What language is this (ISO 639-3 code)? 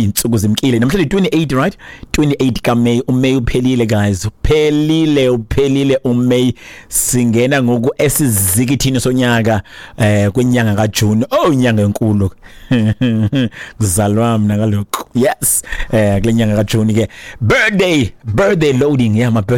xho